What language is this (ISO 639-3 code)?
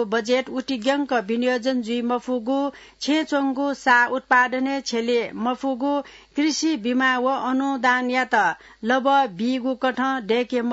new